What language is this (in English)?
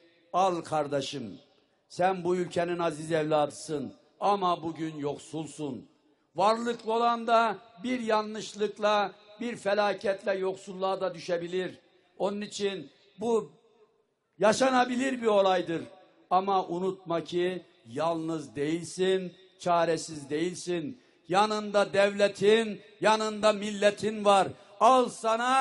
Turkish